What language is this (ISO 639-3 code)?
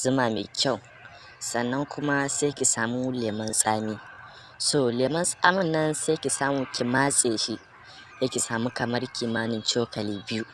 hau